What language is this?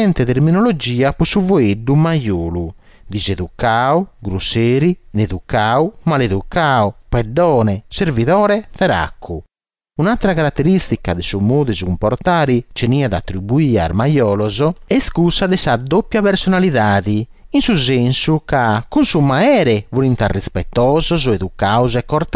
Sardinian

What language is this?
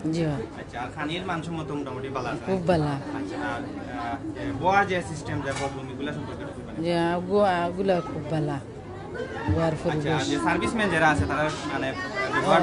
Sylheti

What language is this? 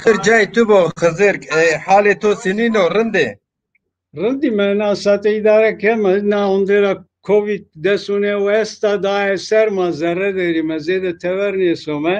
Zaza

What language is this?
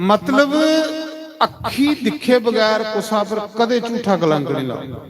Dogri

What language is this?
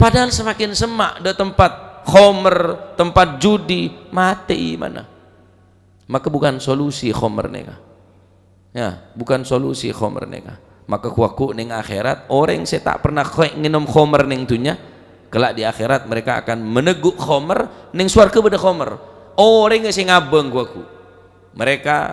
Madurese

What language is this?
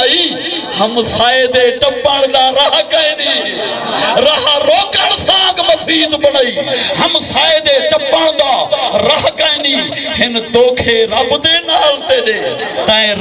Saraiki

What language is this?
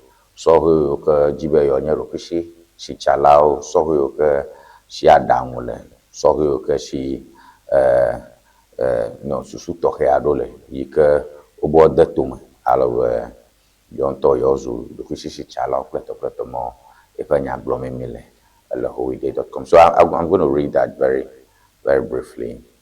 Ewe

